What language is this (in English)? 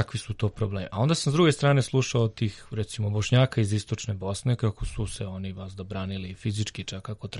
Serbian